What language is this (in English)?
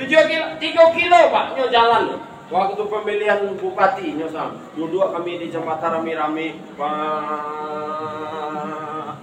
Minangkabau